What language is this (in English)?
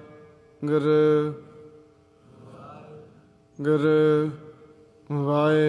Punjabi